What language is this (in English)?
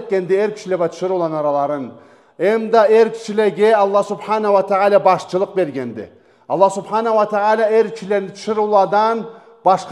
Karachay-Balkar